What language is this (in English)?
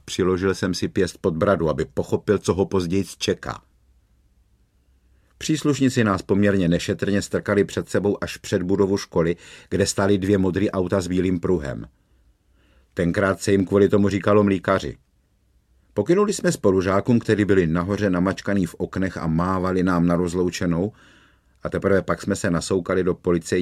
Czech